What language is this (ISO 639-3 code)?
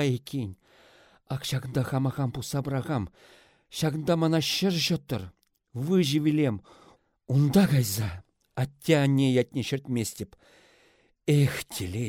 chv